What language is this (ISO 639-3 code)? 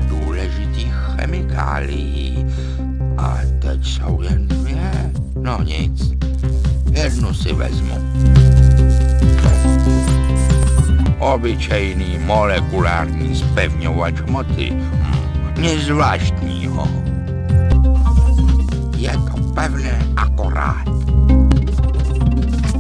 ces